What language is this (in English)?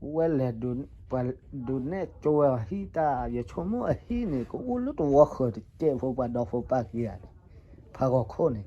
S'gaw Karen